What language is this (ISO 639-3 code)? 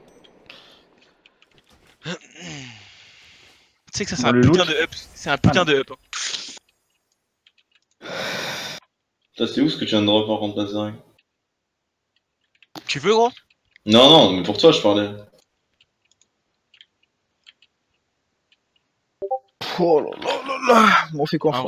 fra